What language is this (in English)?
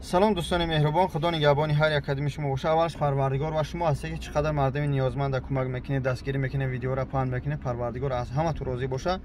Tajik